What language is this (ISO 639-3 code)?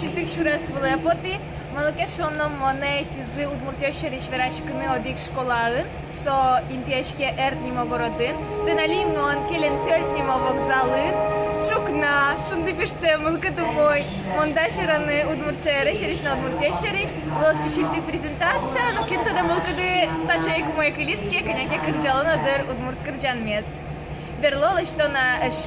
udm